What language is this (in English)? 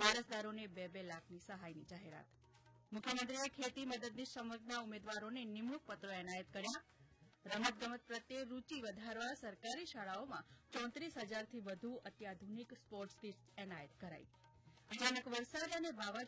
Gujarati